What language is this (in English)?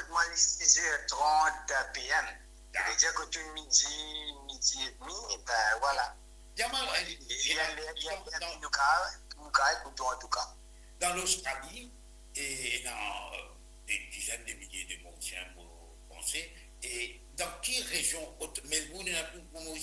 Morisyen